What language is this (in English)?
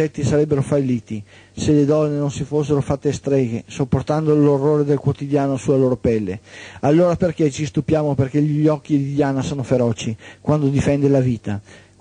Italian